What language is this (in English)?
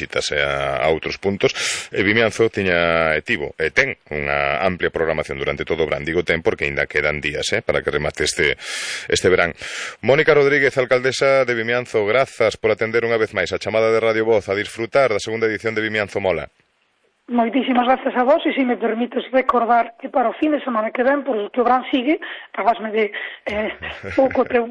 Galician